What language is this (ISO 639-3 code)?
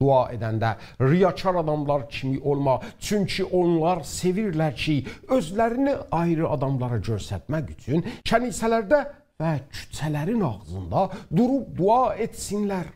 azb